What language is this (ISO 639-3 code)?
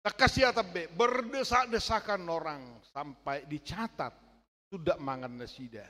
bbc